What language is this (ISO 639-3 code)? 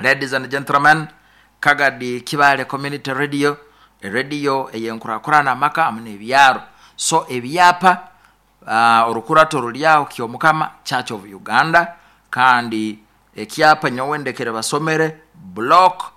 nyo